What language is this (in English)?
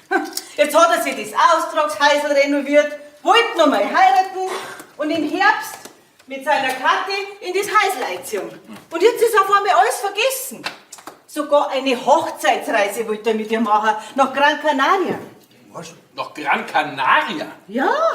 Bavarian